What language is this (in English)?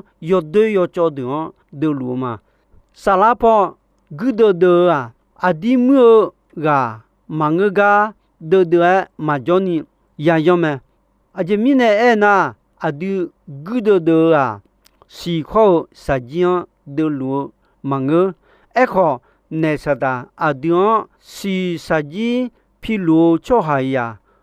Akha